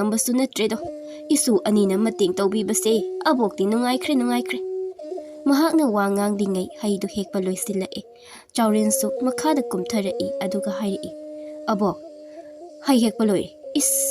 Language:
Manipuri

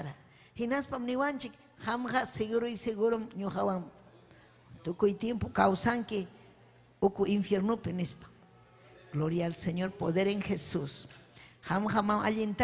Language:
Ayacucho Quechua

